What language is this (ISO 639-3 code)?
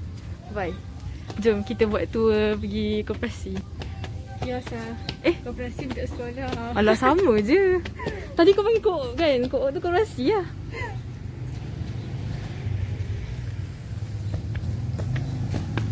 msa